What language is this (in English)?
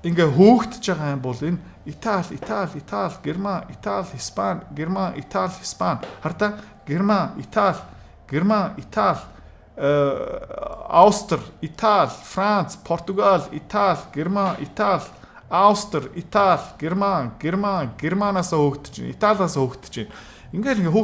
Mongolian